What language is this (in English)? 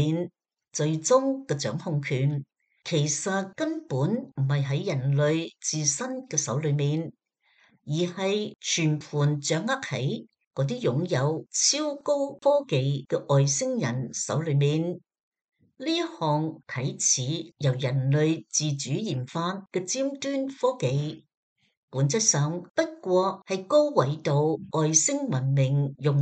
Cantonese